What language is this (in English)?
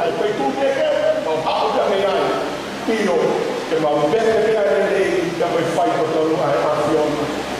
Tongan